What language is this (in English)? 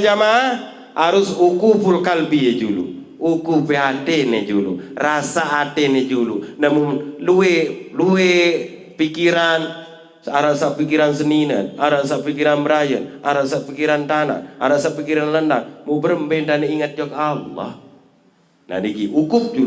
Sasak